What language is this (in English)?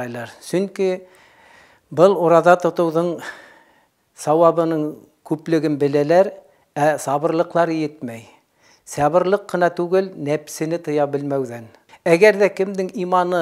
Bashkir